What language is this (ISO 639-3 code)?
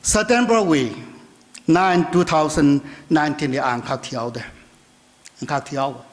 nmf